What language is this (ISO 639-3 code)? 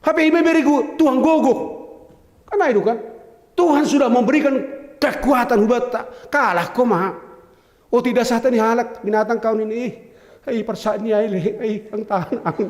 bts